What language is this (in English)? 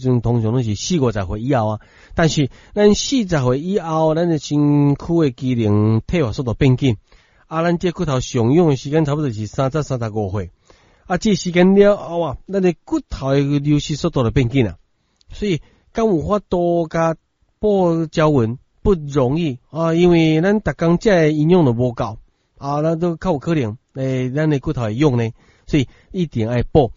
Min Nan Chinese